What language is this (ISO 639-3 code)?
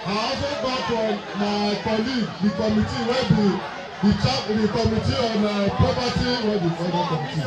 pcm